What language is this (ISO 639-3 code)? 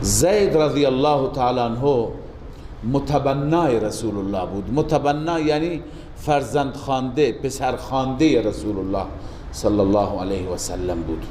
fas